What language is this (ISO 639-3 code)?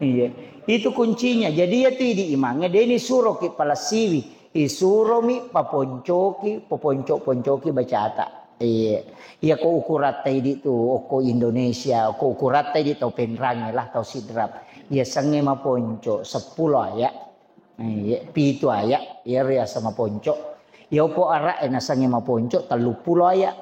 bug